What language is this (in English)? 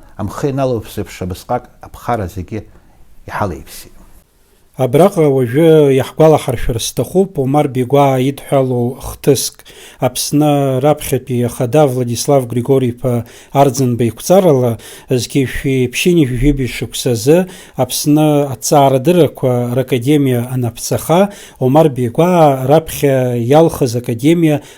Abkhazian